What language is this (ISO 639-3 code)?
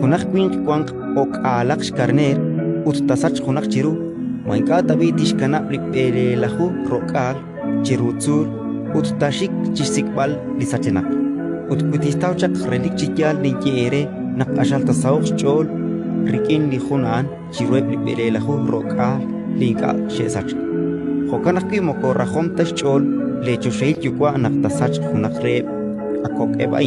kek